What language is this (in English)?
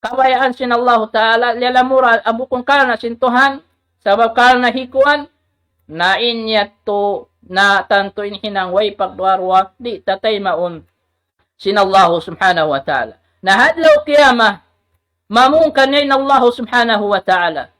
Tausug